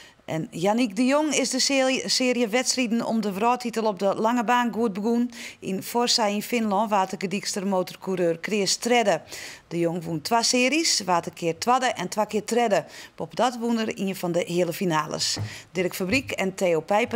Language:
Western Frisian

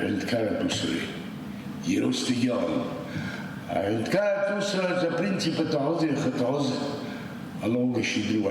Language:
Abkhazian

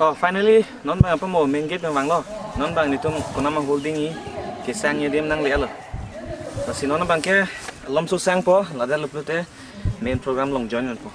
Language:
Karbi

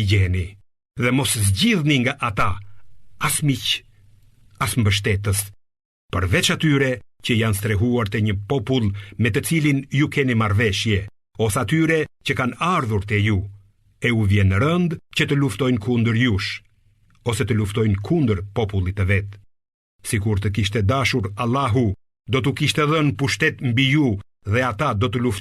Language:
Albanian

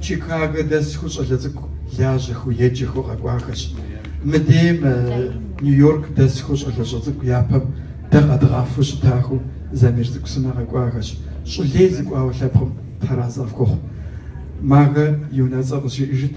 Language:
Kabardian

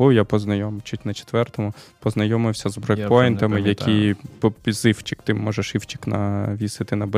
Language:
Ukrainian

